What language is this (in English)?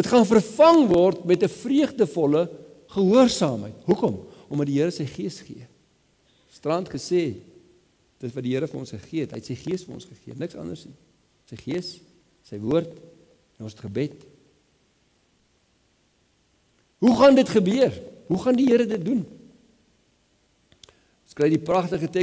Afrikaans